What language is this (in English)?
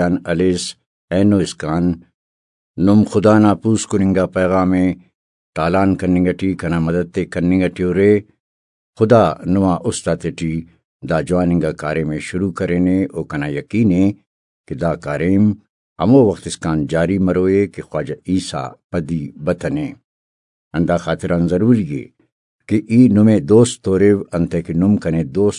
Brahui